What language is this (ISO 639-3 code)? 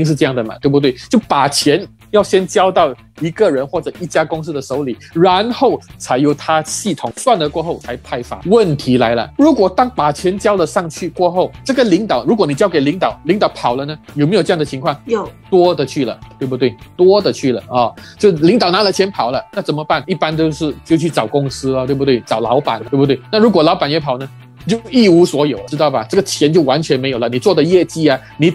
zho